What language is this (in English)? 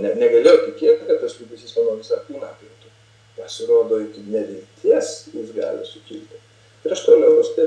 Lithuanian